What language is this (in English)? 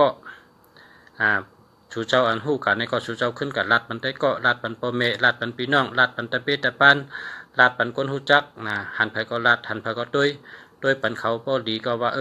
Shan